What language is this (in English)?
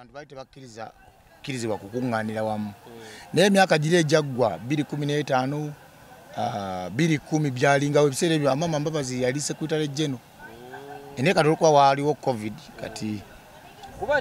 Ganda